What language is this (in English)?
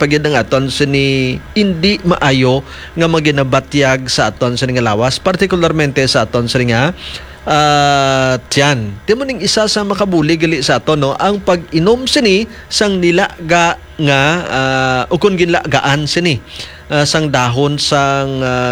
Hiligaynon